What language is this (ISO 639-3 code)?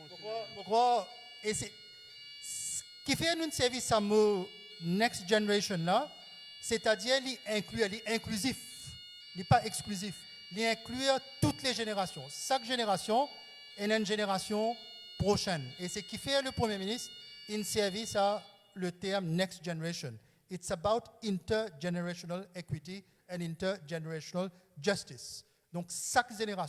mfe